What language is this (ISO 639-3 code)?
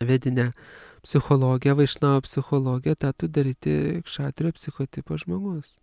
lit